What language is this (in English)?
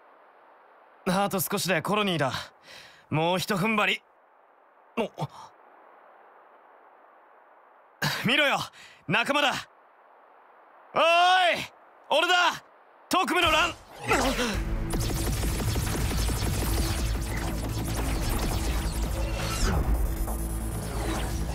Japanese